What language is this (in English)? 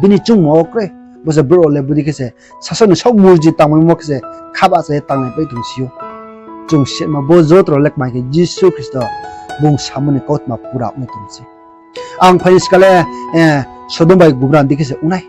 Riang (India)